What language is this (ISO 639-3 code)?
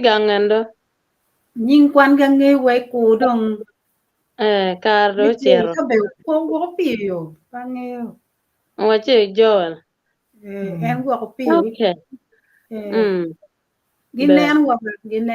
ach